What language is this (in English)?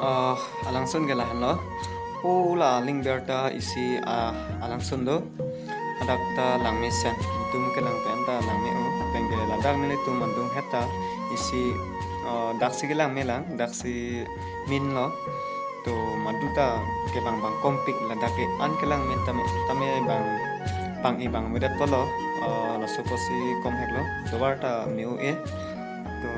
Karbi